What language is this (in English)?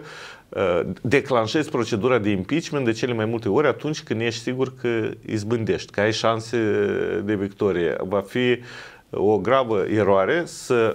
Romanian